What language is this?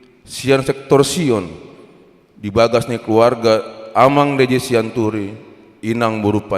Batak Toba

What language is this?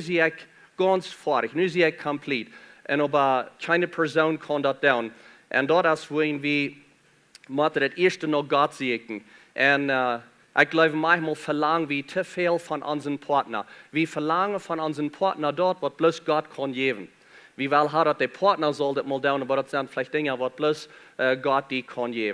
Plautdietsch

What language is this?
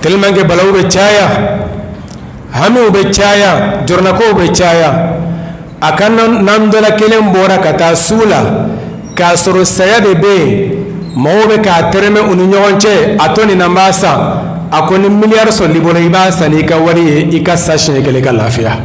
Bambara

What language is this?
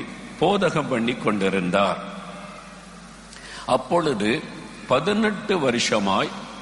Tamil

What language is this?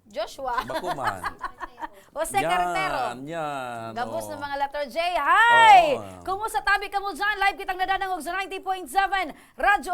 Bikol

